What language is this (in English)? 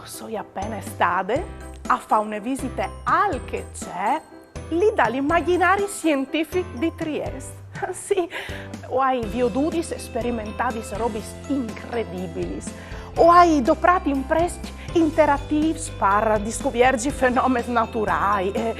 Friulian